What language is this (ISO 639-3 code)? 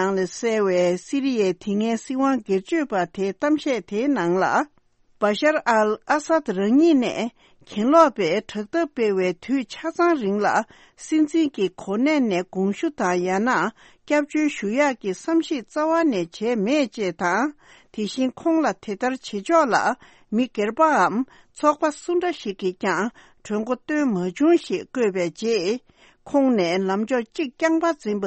bod